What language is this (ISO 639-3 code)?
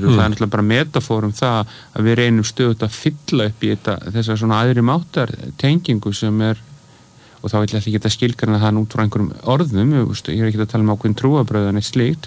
isl